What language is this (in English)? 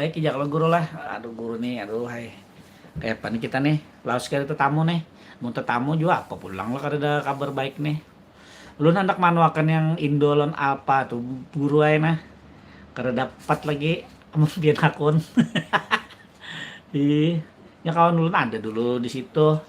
Banjar